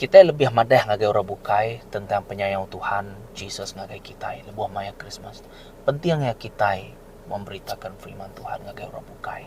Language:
Iban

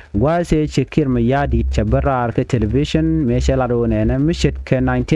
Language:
Nuer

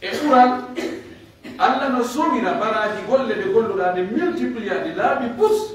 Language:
Pular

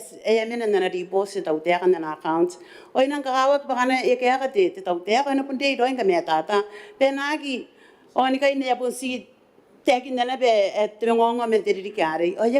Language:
Gilbertese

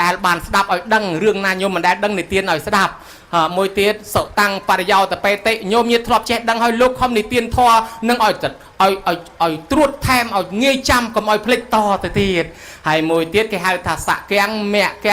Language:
Khmer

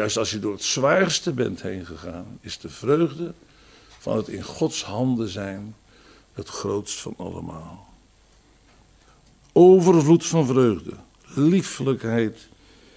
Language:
Dutch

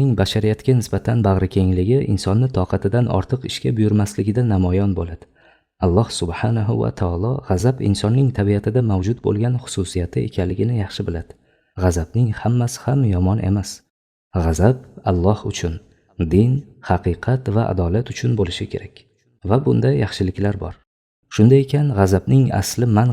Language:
Uzbek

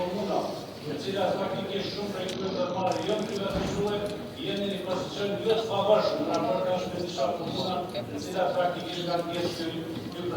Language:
Albanian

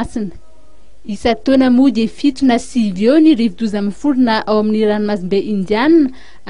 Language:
Malagasy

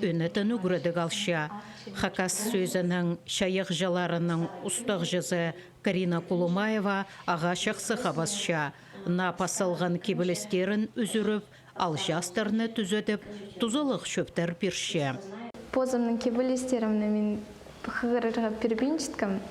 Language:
Khakas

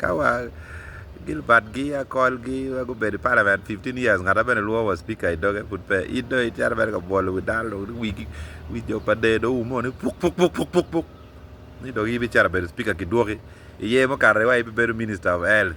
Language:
Acoli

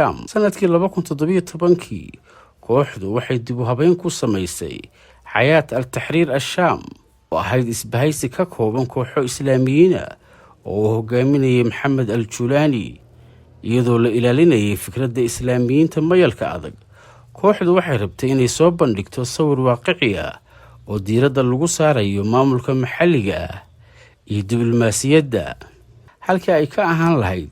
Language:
Somali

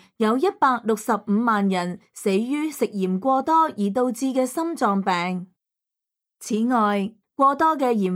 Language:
Cantonese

